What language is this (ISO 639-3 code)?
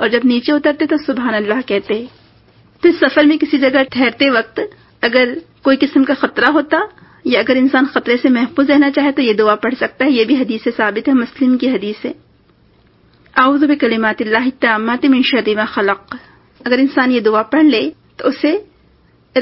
urd